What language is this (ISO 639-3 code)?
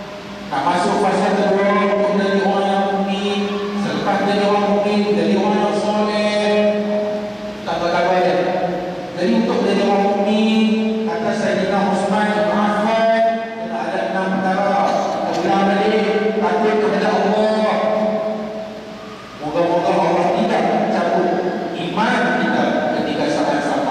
msa